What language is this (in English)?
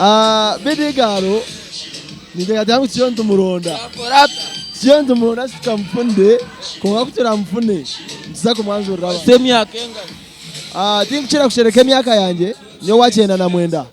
Nyankole